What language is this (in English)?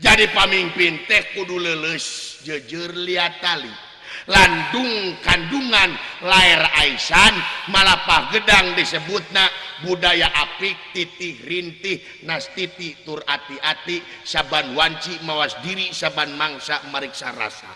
Sundanese